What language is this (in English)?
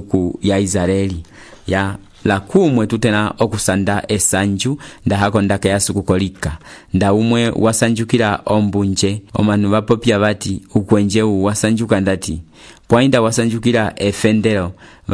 Umbundu